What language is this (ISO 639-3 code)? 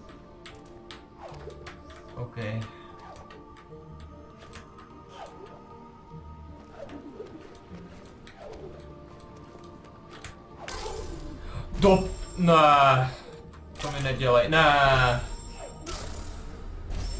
ces